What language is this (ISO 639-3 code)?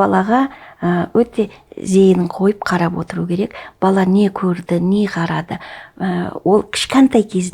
kaz